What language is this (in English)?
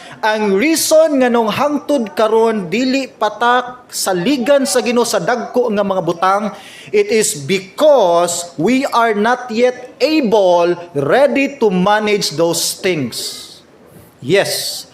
Cebuano